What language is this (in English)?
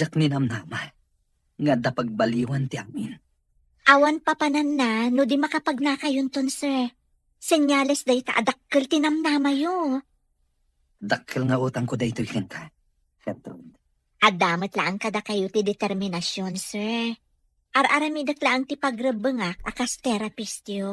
Iloko